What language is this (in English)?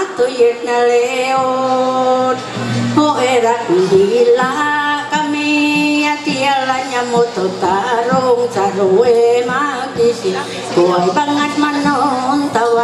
Ma'anyan